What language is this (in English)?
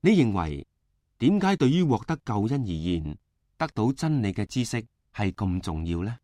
Cantonese